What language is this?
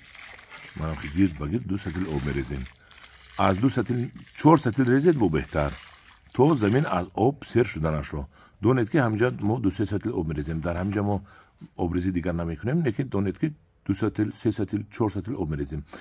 Tajik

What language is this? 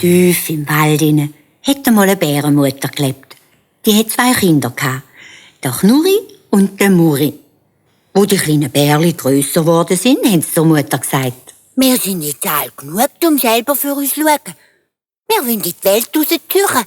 Swiss German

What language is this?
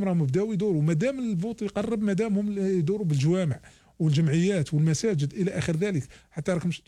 Algerian Arabic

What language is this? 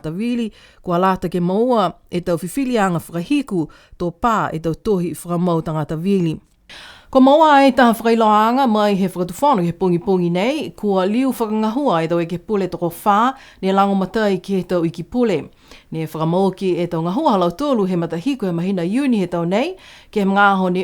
Niuean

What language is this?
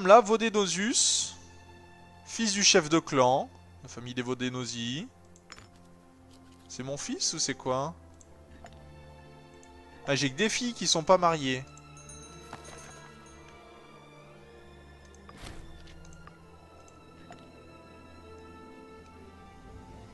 French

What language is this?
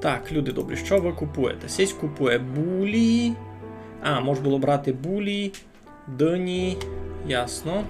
Rusyn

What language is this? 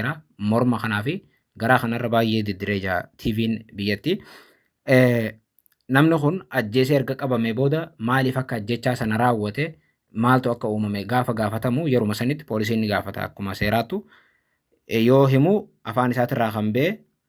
Oromo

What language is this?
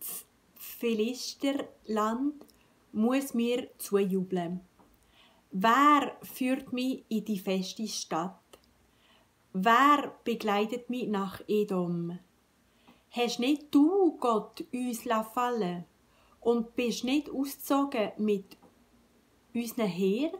Swiss German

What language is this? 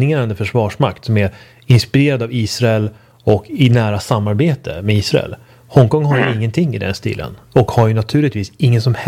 Swedish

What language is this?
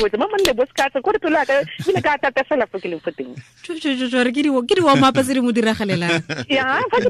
Tswana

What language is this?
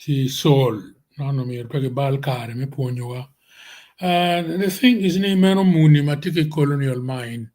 Acoli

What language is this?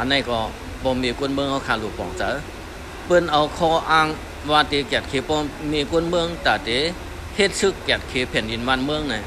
Shan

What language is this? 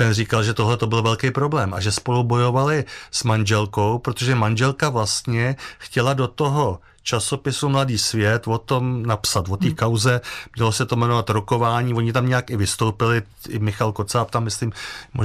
Czech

